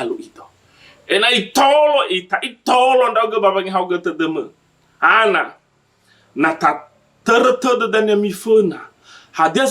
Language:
Nias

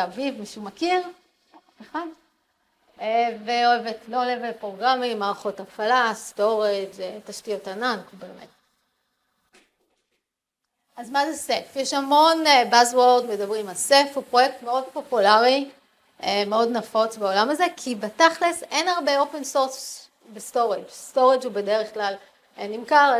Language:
Hebrew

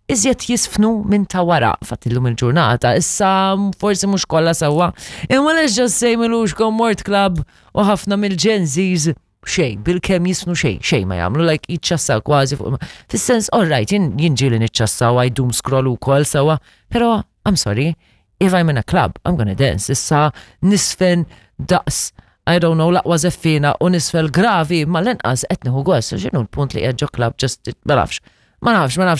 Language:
Maltese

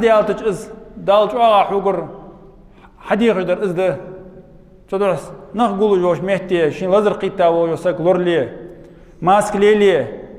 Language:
Ingush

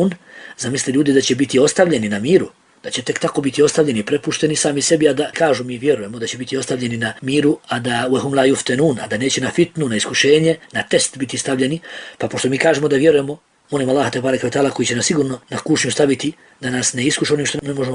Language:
Bosnian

